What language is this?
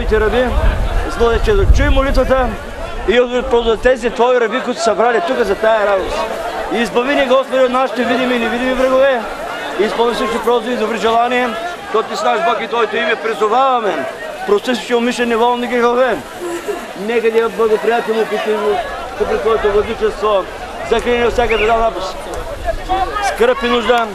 Bulgarian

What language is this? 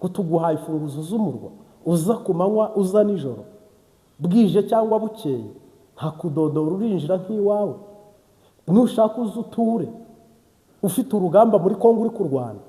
Kinyarwanda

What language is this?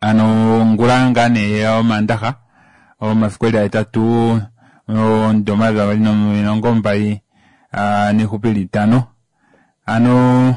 Kuanyama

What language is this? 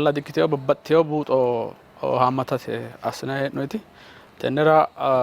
Sidamo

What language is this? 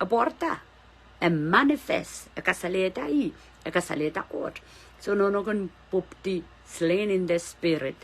Pohnpeian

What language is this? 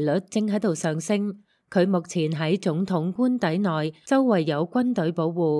Cantonese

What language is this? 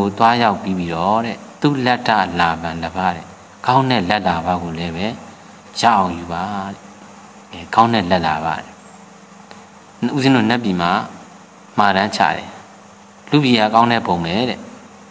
Burmese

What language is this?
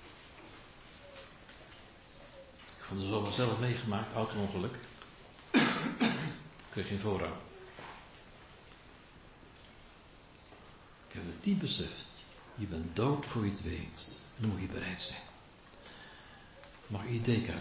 Dutch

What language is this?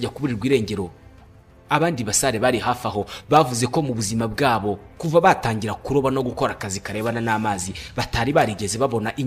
Kinyarwanda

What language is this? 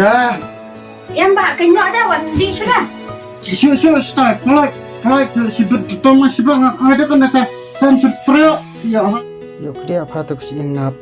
Khasi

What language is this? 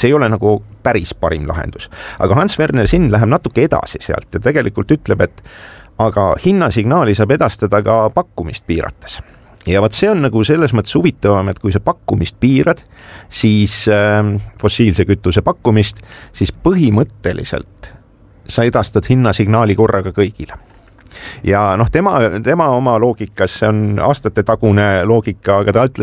Estonian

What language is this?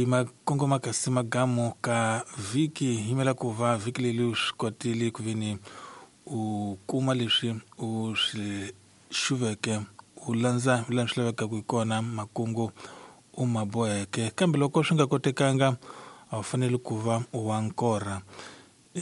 Tsonga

